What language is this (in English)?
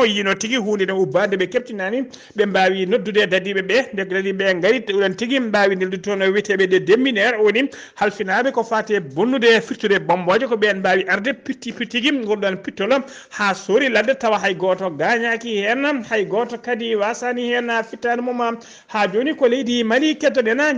Fula